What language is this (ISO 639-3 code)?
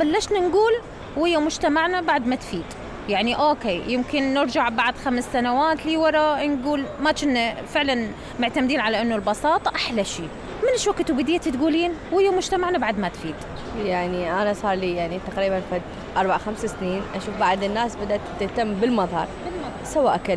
acm